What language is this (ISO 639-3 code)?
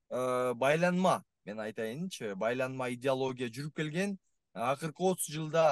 kir